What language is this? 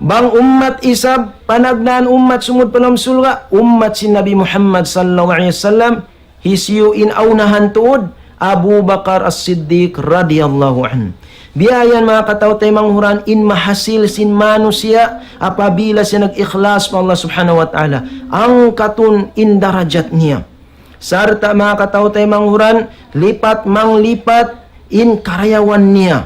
Tausug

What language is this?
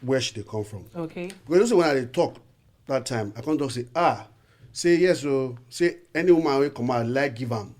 Nigerian Pidgin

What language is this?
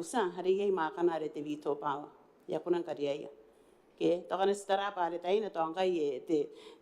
Gilbertese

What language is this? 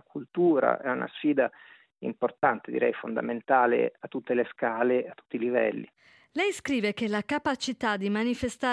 Italian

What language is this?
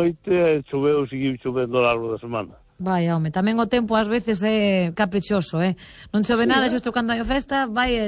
Galician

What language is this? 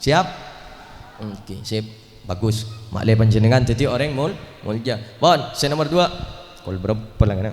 Madurese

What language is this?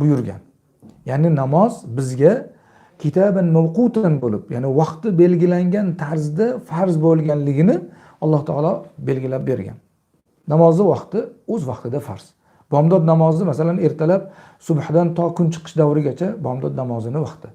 Uzbek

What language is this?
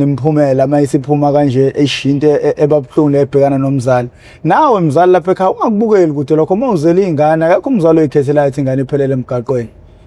Zulu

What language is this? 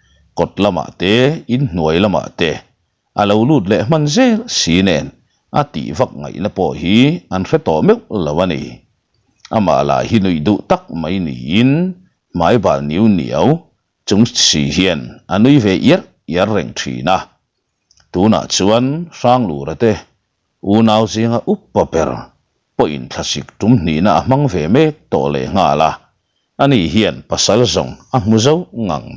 Mizo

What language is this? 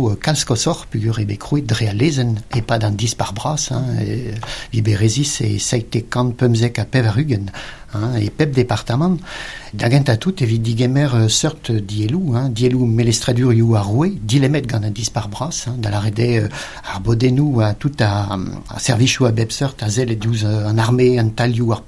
Breton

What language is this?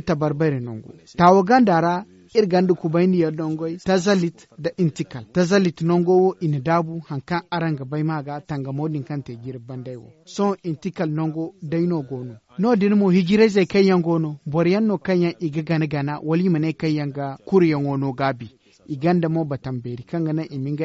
Zarma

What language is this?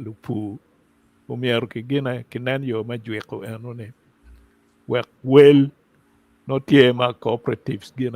Acoli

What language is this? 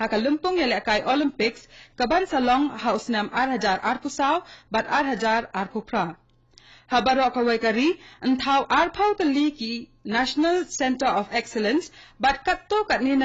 Khasi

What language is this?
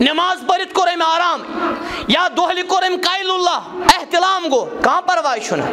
Kashmiri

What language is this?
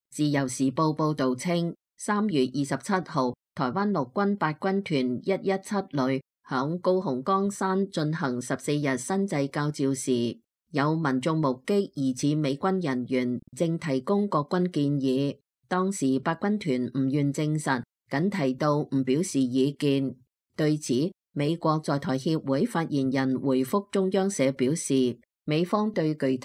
Cantonese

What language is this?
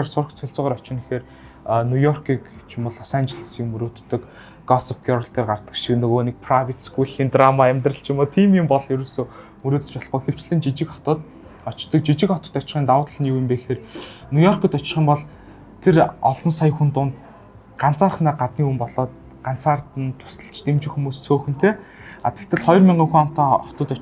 Mongolian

